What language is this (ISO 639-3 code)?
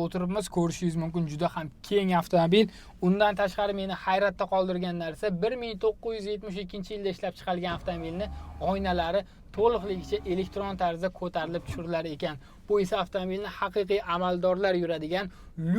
uzb